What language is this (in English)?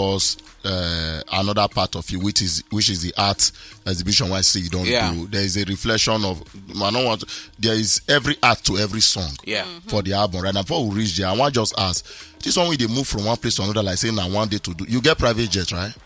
Nigerian Pidgin